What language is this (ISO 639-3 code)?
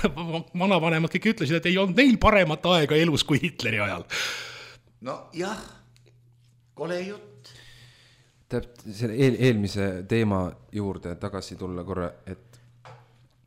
est